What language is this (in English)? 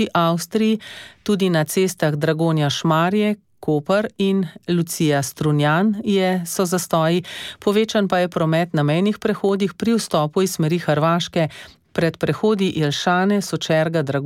Slovenian